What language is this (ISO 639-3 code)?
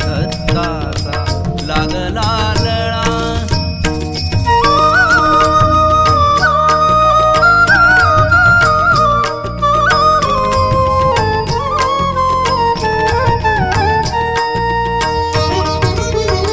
mar